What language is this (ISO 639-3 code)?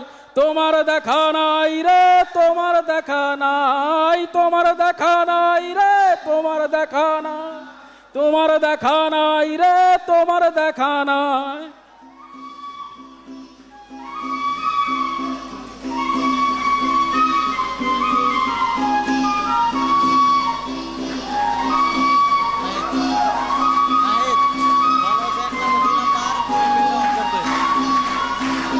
ben